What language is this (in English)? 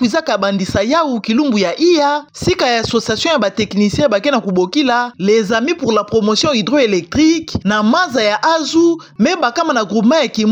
Kituba (Democratic Republic of Congo)